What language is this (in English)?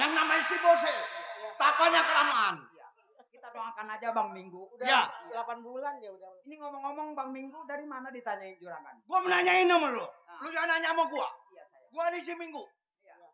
Betawi